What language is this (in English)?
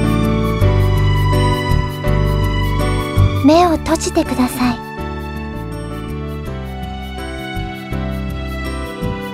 Japanese